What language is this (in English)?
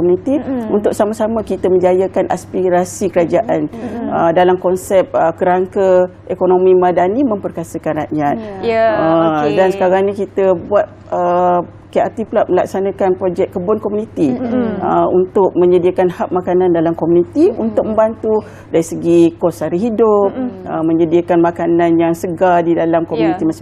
Malay